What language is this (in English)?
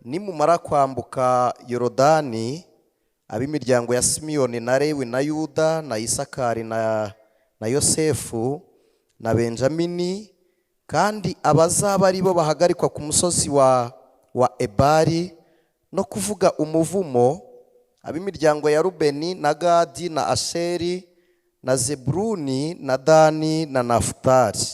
Kinyarwanda